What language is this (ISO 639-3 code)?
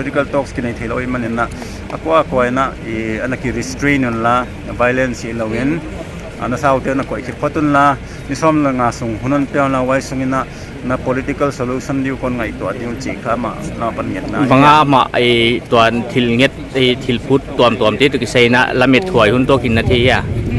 pck